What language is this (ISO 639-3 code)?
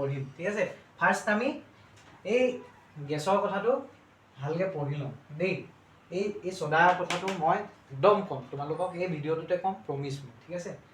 asm